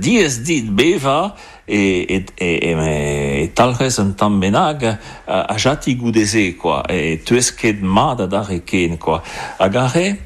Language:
Breton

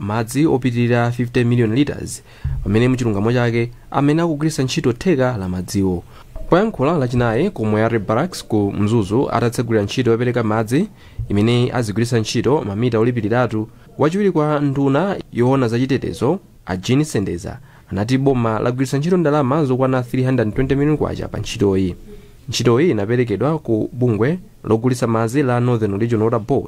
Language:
Nyanja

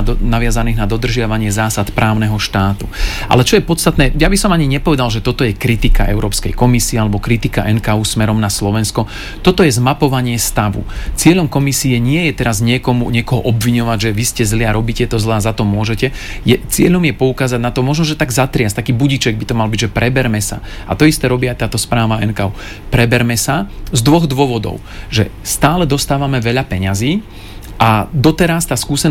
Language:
Slovak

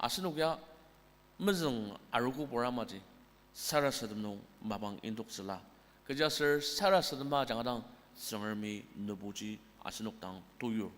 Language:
Ao Naga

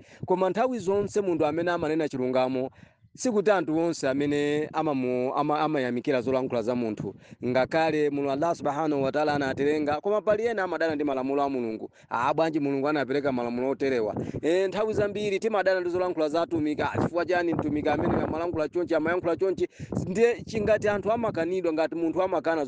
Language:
Nyanja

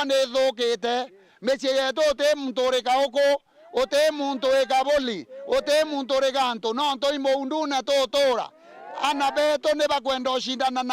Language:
Meru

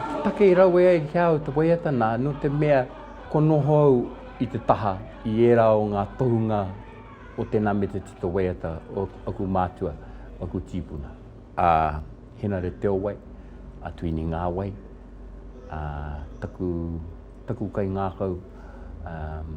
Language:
Māori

